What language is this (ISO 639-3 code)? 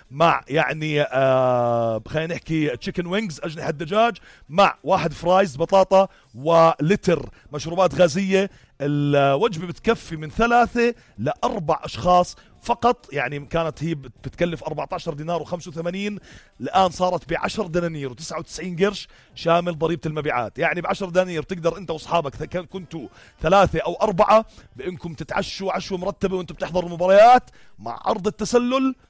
apc